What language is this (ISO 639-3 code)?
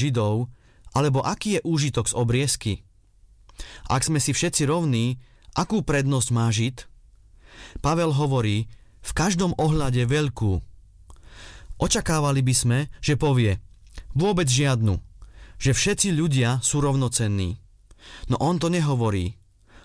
slk